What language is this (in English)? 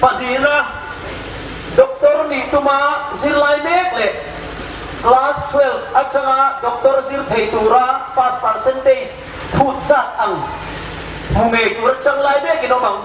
Hmar